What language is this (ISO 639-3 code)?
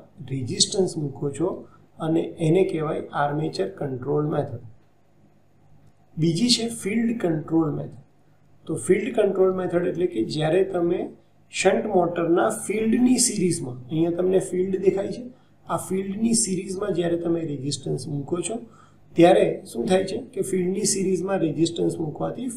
guj